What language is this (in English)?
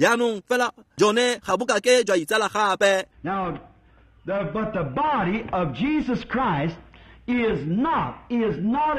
Tswana